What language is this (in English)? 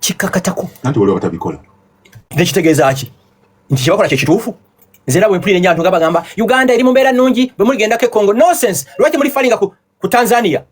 Ganda